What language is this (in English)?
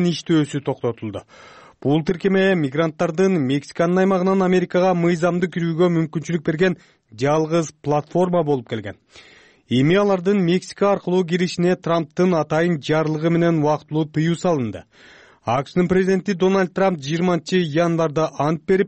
Kyrgyz